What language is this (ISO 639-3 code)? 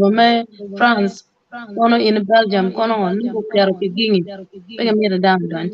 ach